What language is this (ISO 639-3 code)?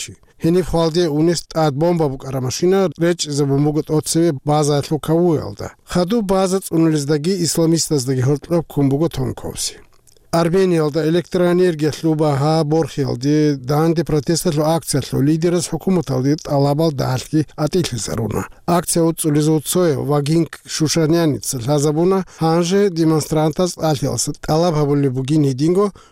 ava